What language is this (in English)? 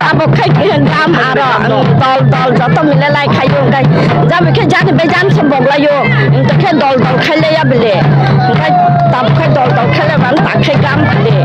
Kok Borok